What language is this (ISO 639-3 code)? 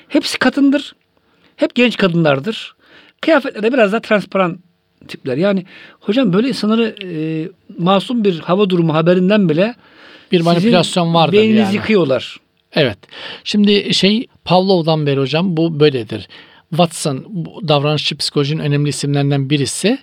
tur